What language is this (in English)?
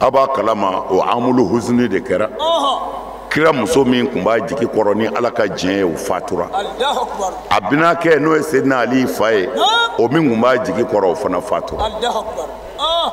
Bambara